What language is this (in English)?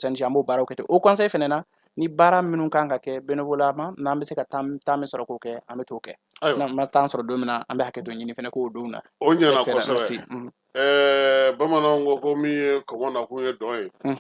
Bambara